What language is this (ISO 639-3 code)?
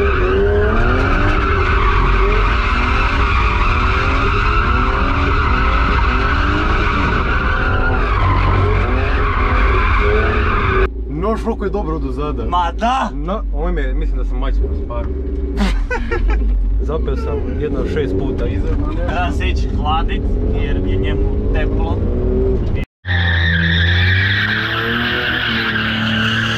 hrv